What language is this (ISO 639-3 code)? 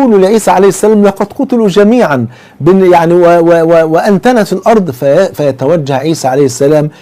arz